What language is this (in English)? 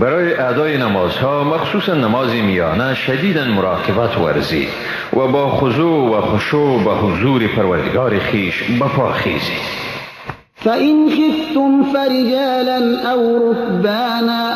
Persian